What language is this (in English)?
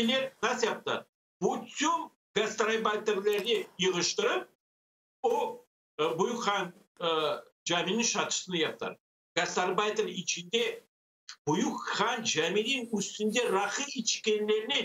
Crimean Tatar